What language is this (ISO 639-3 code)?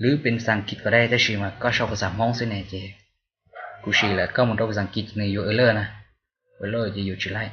hmn